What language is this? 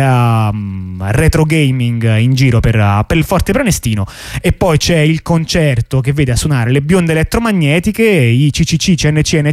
Italian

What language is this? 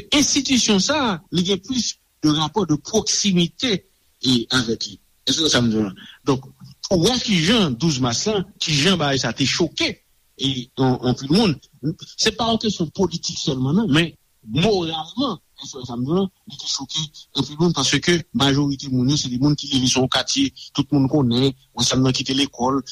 Haitian Creole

